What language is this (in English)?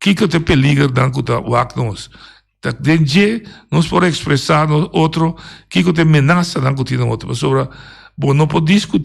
Papiamento